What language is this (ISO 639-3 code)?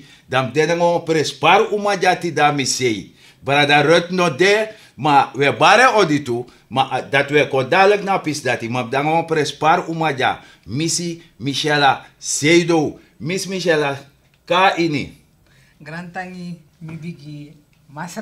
srn